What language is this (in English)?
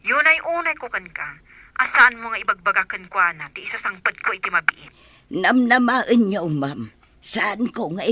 Iloko